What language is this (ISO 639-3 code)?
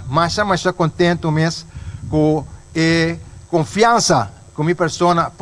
pap